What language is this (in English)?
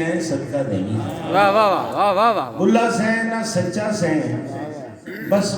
Saraiki